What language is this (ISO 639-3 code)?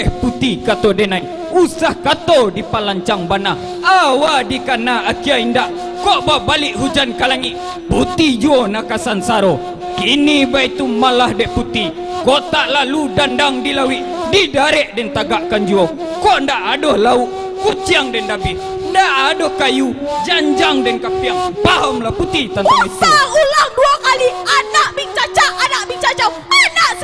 min